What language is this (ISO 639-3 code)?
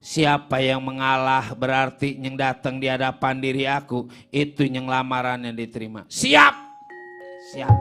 bew